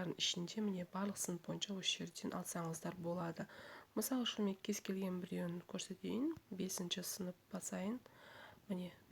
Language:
Kazakh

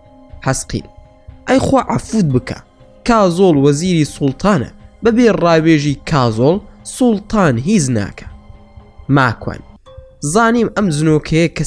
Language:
Central Kurdish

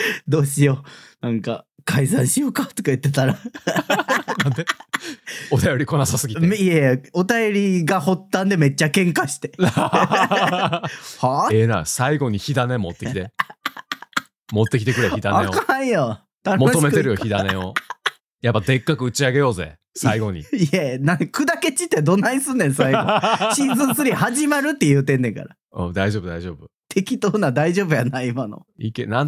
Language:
Japanese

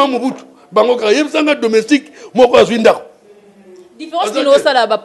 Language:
Lingala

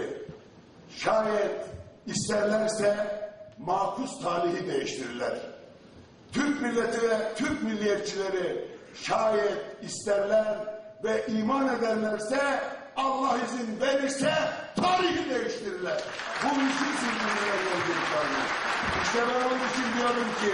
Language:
Turkish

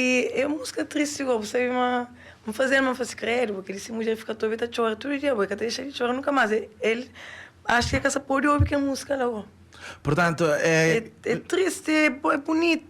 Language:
Kabuverdianu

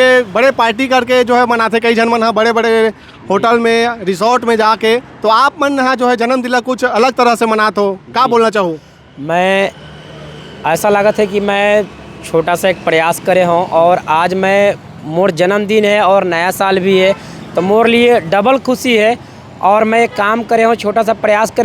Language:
Chhattisgarhi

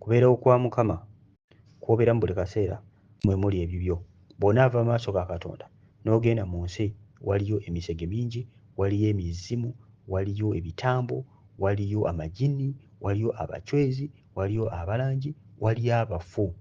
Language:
Ganda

